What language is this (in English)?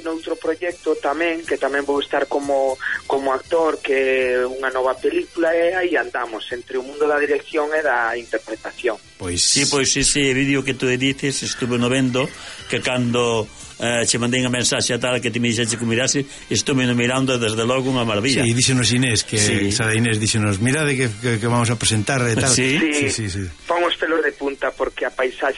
Galician